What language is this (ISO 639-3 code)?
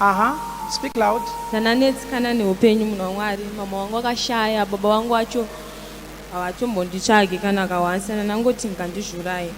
sna